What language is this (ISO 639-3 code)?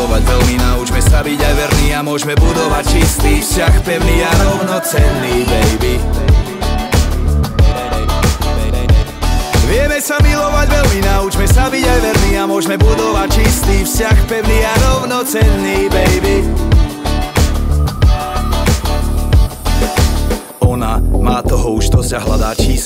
slk